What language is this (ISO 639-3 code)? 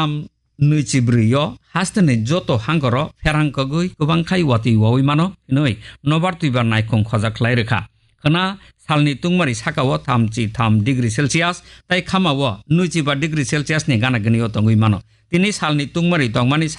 trp